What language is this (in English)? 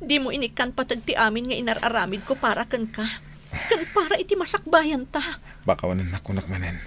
Iloko